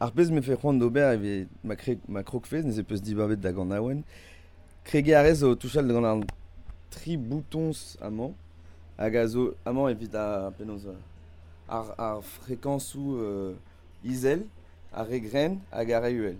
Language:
Breton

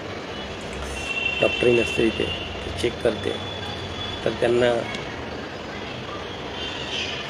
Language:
Marathi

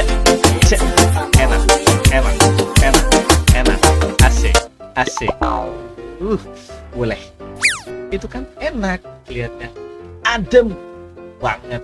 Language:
Ambonese Malay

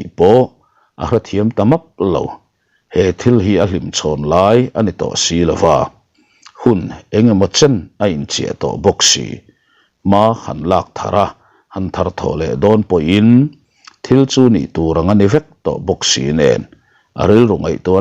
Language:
Mizo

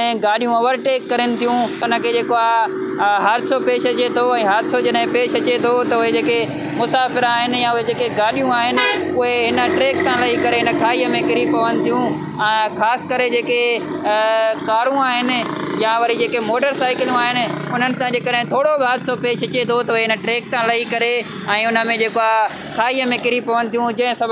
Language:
Sindhi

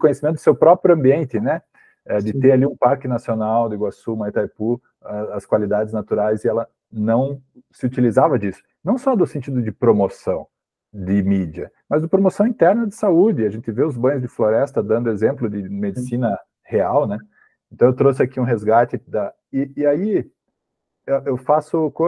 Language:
Portuguese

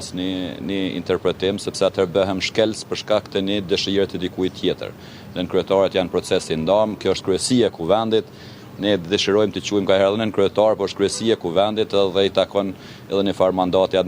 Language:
Albanian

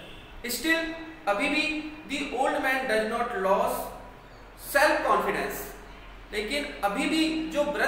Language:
Hindi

